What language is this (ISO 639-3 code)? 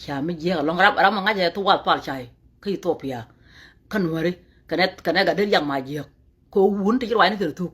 nus